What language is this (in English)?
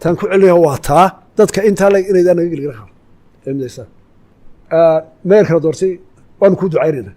Somali